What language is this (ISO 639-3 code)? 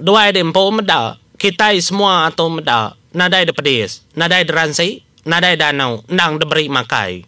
iba